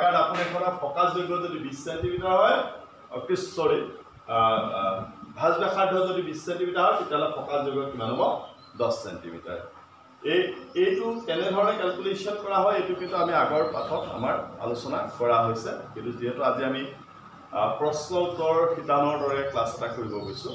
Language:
Assamese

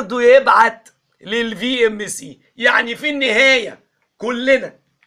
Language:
Egyptian Arabic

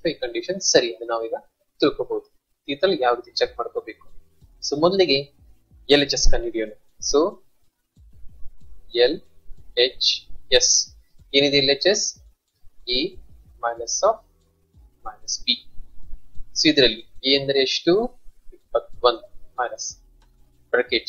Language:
Kannada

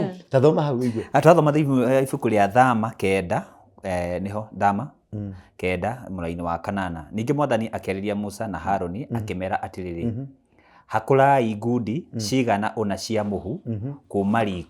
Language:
Kikuyu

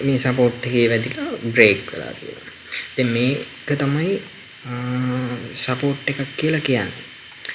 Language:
Sinhala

